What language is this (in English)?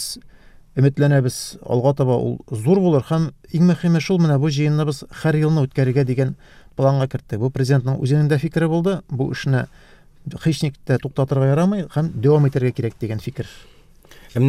Tatar